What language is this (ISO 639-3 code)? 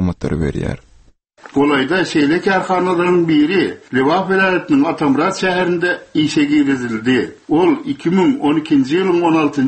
tuk